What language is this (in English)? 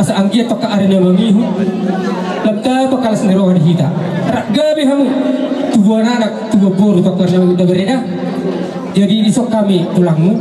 Batak Toba